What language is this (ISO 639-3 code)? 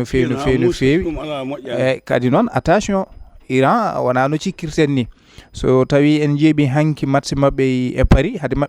ful